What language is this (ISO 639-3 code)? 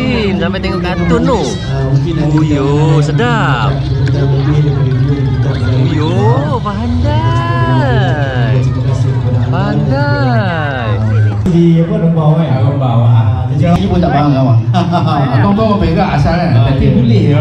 msa